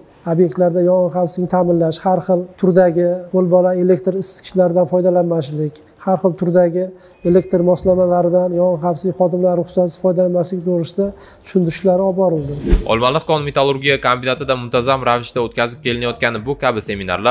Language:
Uzbek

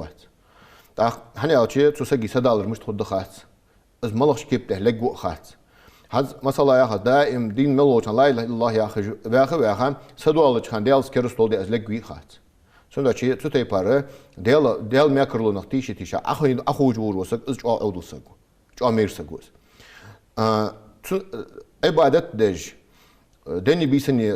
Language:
Ingush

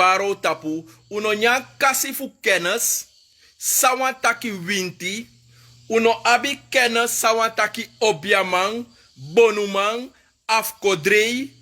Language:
Sranan Tongo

